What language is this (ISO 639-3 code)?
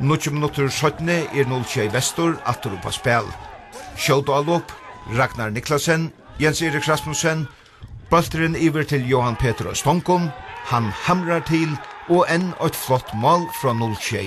fao